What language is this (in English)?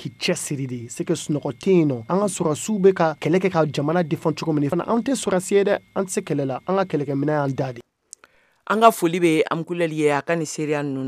Bambara